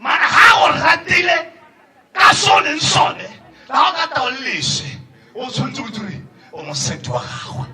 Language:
Tswana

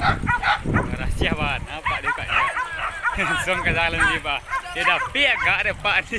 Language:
Minangkabau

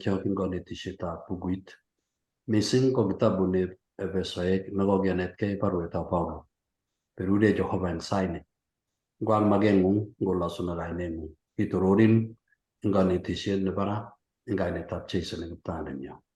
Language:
Kalenjin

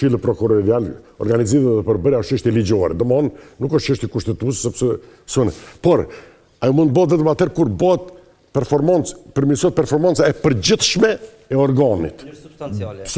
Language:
Albanian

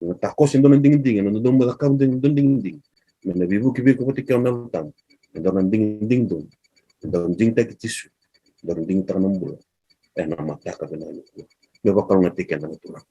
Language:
Fijian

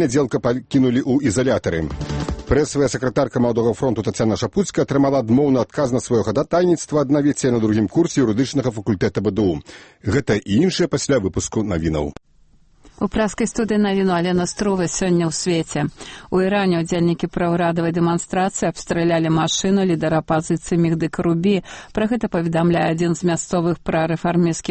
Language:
Belarusian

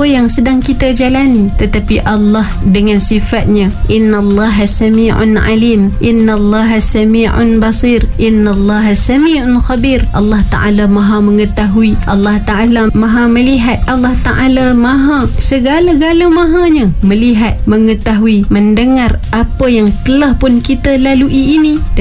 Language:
Malay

